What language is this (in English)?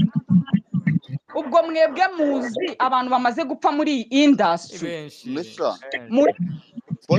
Kinyarwanda